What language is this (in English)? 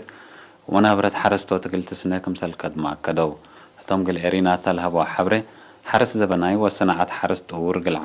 Tigre